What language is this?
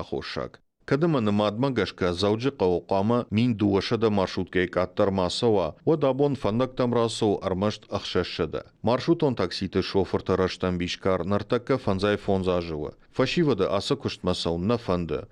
Ossetic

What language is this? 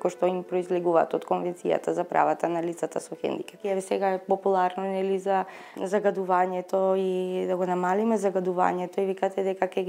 Macedonian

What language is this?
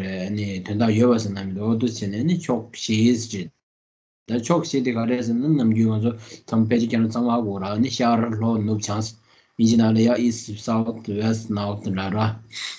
Tibetan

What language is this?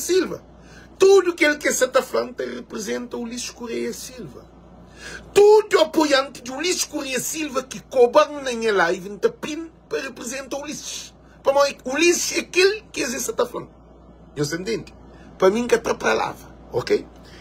Kabuverdianu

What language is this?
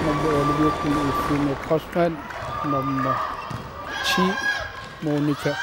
Kalaallisut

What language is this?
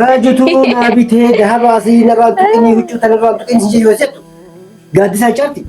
Oromo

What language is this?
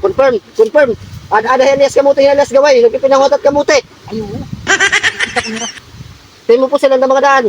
Waray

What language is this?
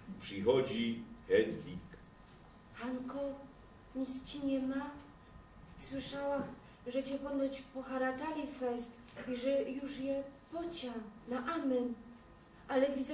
Silesian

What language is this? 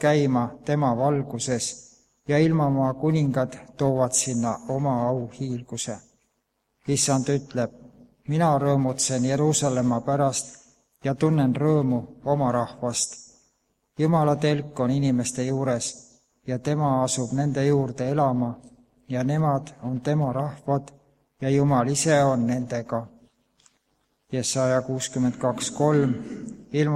Estonian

